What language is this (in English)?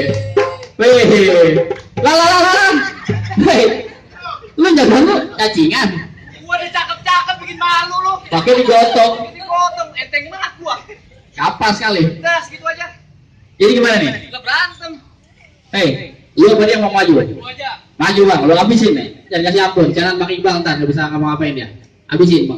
Betawi